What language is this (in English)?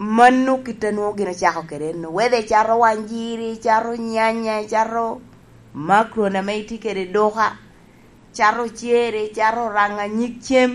Lango (Uganda)